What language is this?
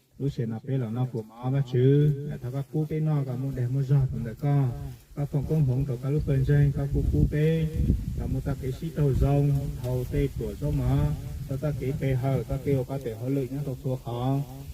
Hmong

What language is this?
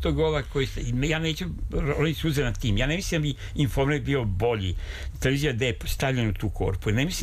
Serbian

